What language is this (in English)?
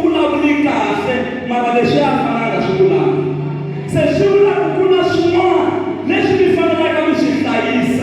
Tsonga